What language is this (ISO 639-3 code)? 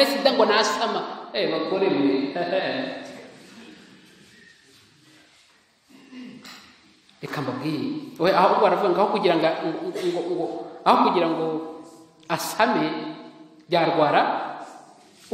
kin